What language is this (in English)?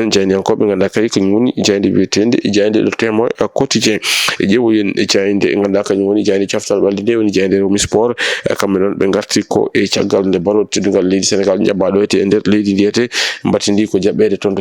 Fula